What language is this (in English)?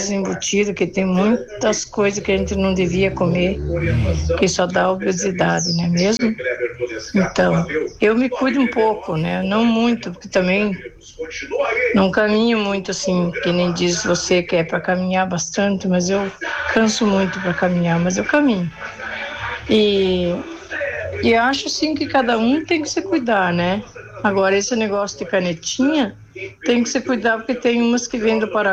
Portuguese